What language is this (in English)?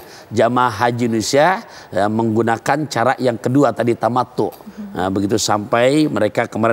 Indonesian